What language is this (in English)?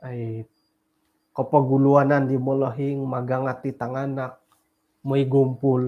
Central Dusun